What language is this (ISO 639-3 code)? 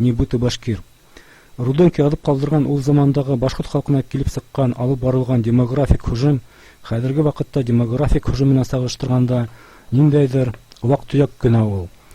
bak